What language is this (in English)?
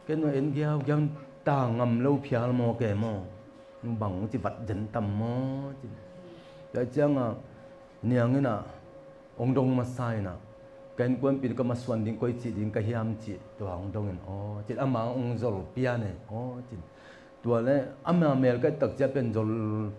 Tedim Chin